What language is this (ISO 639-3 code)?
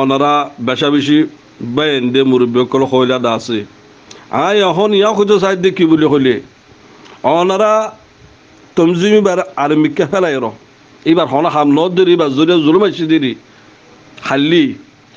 rhg